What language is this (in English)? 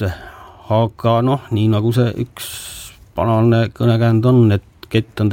Estonian